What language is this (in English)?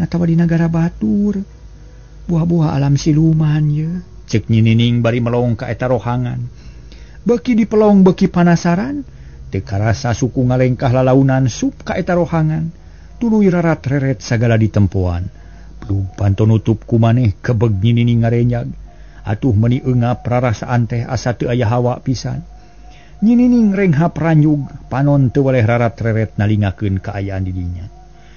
Sundanese